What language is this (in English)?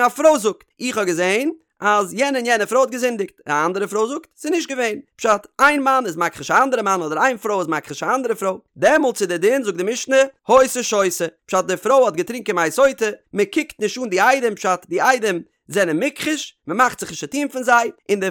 Yiddish